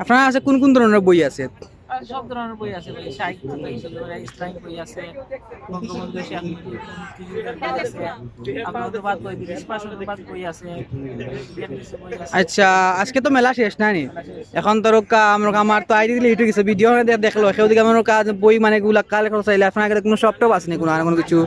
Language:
Sylheti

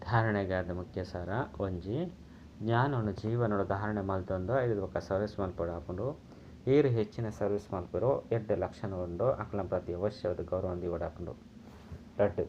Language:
Tulu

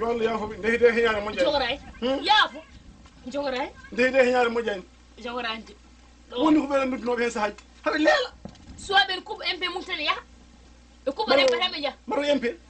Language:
Fula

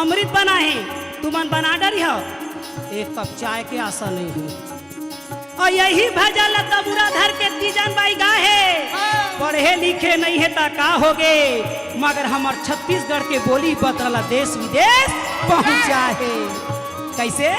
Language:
Chhattisgarhi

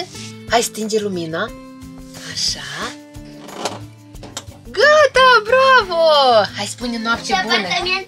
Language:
Romanian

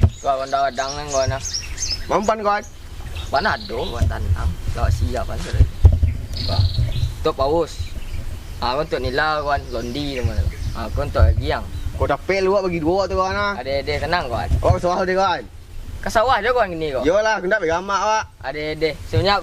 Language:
Minangkabau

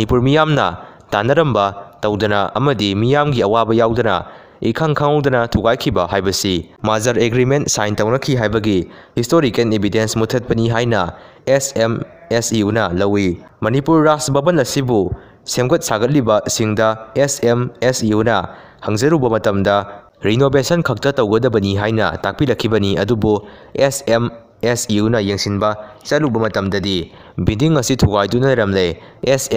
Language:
Manipuri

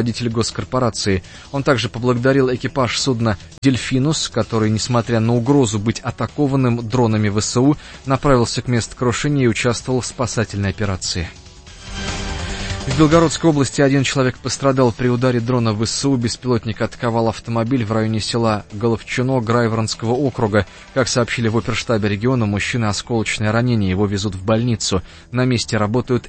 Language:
Russian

